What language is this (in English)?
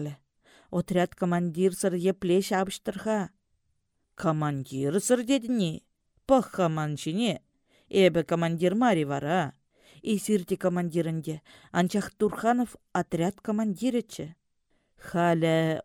Chuvash